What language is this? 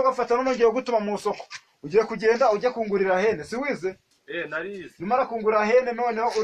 Kinyarwanda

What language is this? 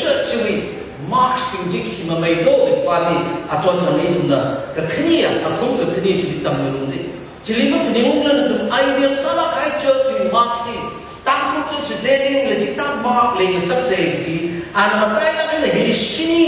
Tangkhul Naga (India)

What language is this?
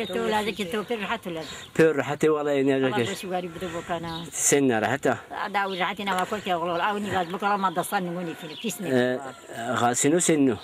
Zaza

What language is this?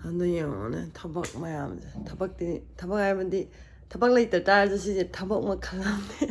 Manipuri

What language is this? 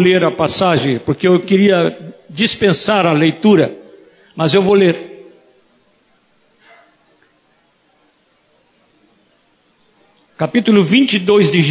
Portuguese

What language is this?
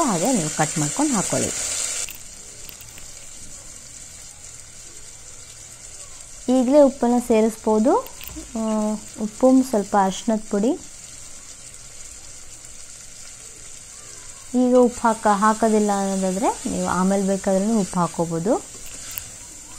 Kannada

